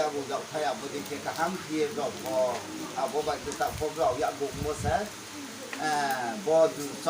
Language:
Riang (India)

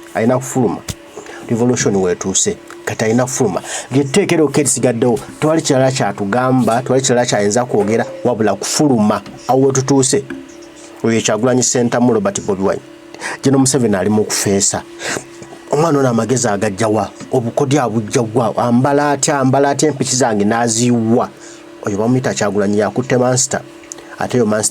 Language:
Ganda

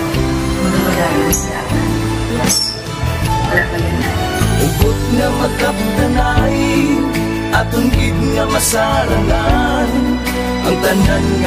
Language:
Hiligaynon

